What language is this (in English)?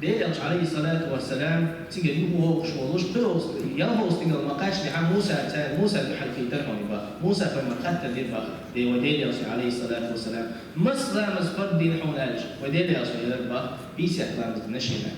Chechen